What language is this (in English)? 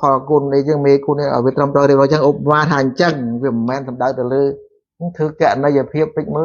Khmer